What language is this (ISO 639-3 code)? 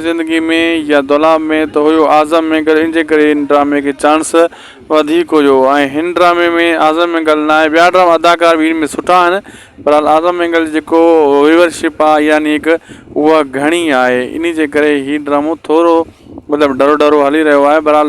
snd